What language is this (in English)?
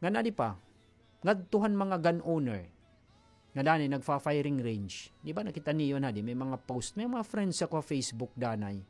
Waray